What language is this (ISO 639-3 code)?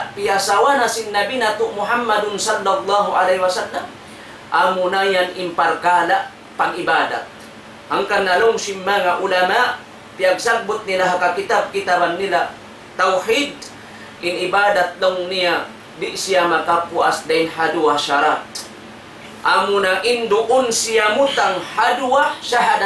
tsg